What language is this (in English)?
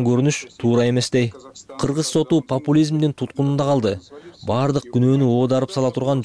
Kyrgyz